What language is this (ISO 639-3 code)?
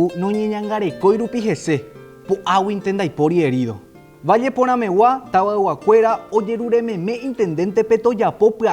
grn